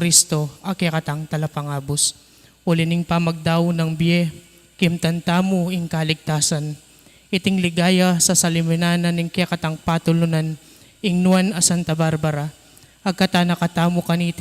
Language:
Pampanga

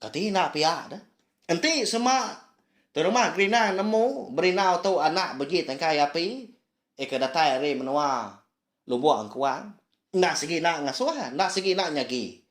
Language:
Iban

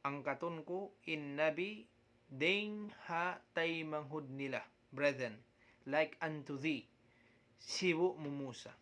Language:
Tausug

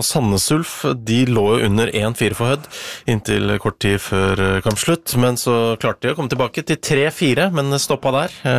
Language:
Norwegian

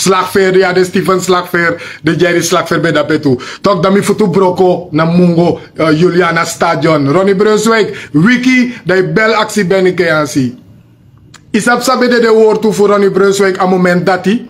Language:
Sranan Tongo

